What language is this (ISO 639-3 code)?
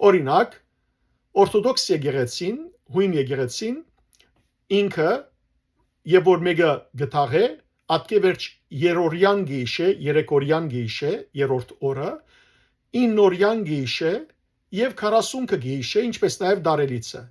hyw